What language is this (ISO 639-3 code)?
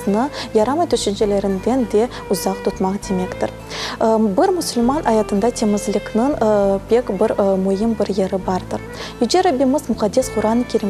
crh